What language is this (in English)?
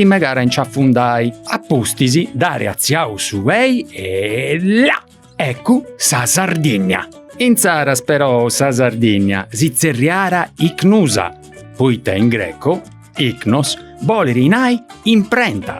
Sardinian